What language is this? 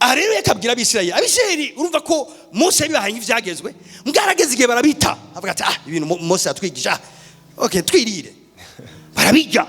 Rundi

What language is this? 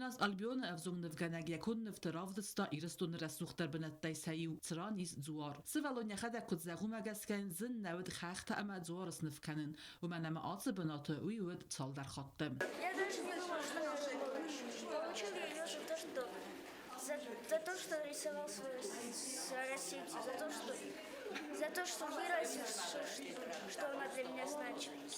Ossetic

